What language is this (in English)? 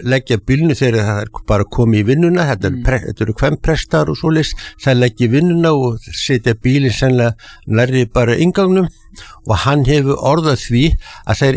Icelandic